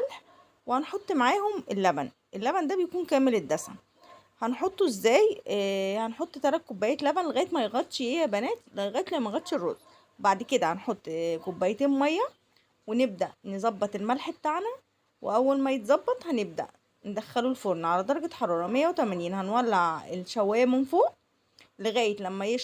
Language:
Egyptian Arabic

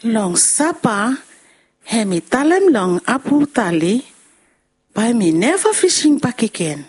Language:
Bislama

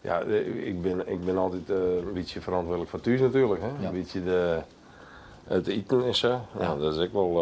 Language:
Western Frisian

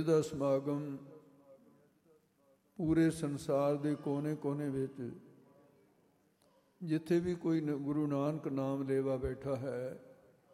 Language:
Punjabi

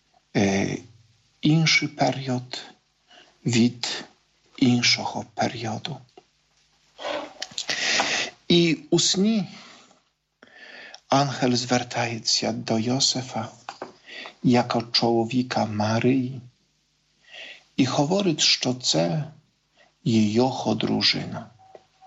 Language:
Ukrainian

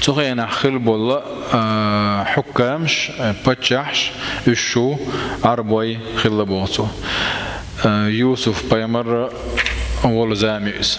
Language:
Chechen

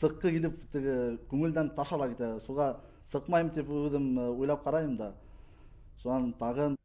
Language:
Bashkir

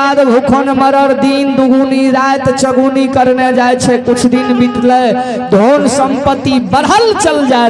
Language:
Maithili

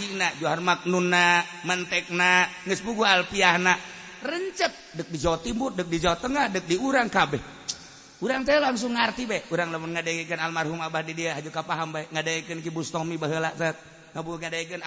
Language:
Sundanese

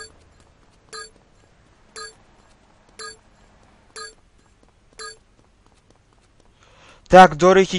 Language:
Slovak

